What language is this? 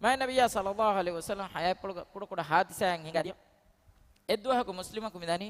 Divehi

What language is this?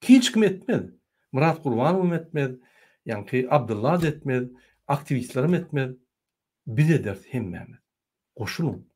Turkmen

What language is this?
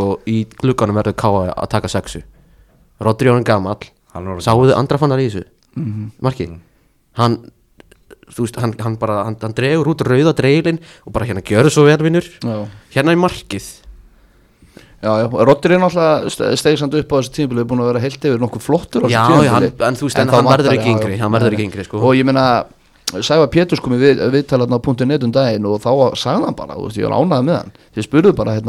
Icelandic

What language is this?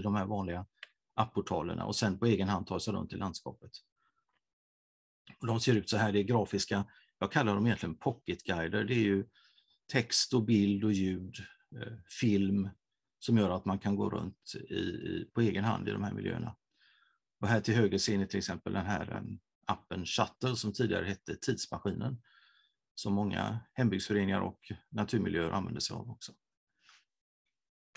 Swedish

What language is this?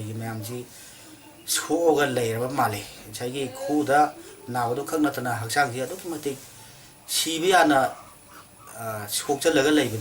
Manipuri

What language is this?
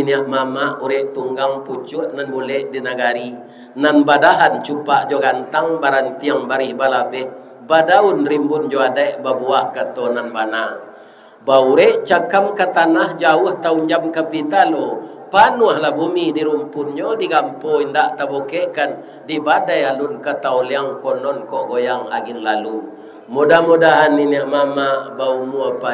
Minangkabau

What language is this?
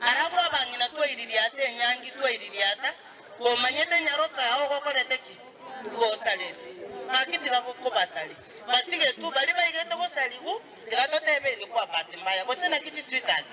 Gusii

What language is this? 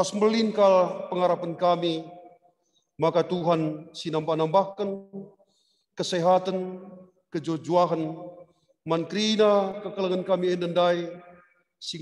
Batak Karo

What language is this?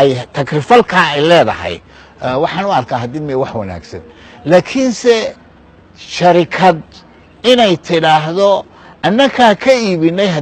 Somali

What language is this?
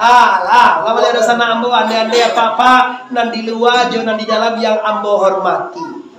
Minangkabau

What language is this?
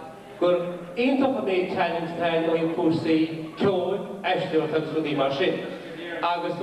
Irish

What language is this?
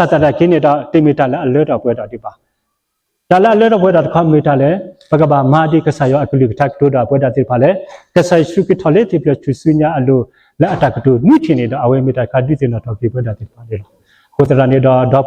S'gaw Karen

